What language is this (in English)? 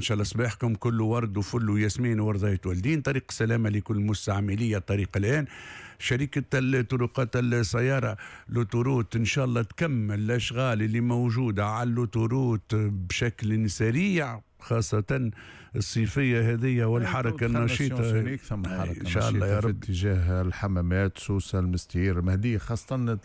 Tunisian Arabic